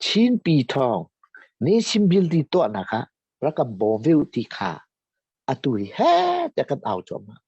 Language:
Hakha Chin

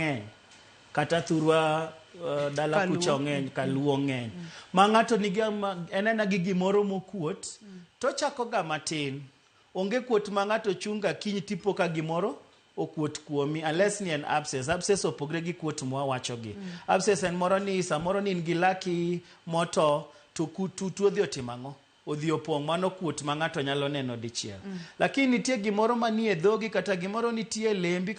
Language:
Luo (Kenya and Tanzania)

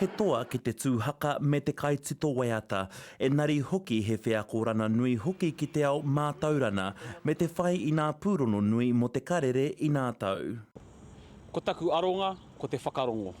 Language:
Māori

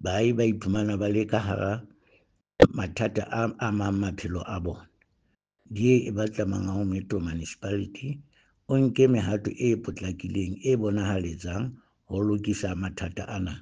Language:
Southern Sotho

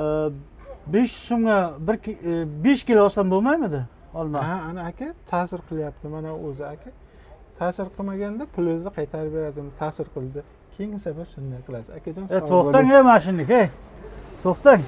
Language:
Uzbek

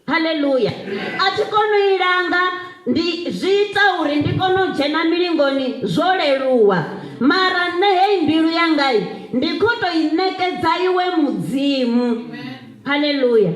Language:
Venda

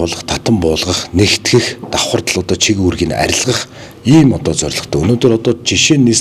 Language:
Mongolian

